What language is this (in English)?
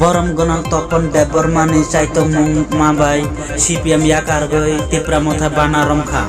Kok Borok